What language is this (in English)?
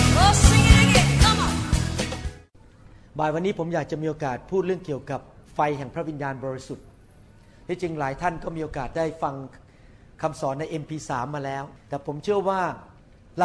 Thai